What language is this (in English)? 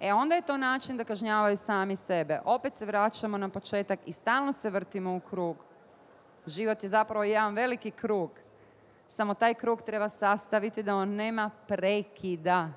Bosnian